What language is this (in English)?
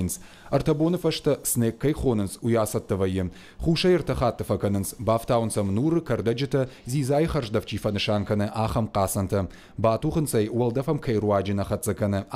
Ossetic